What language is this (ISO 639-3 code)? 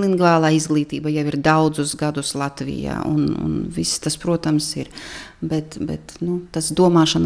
lav